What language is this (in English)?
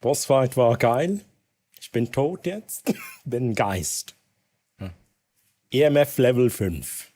Swiss German